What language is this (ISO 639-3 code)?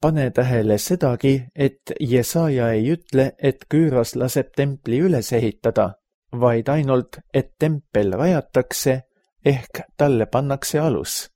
est